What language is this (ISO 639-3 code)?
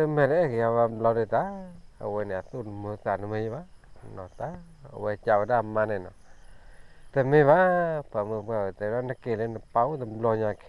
ksw